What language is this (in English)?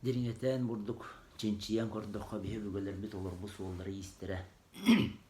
Yakut